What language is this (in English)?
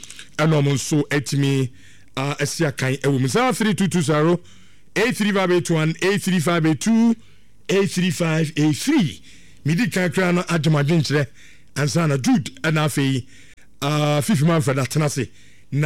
Akan